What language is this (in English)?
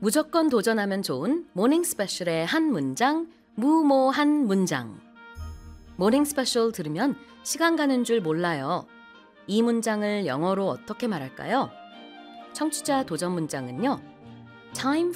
Korean